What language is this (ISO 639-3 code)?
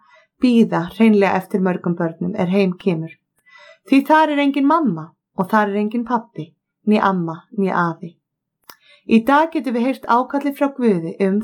isl